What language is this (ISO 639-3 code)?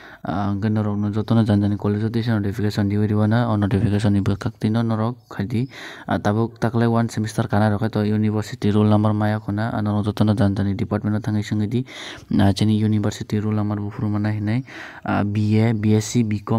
trp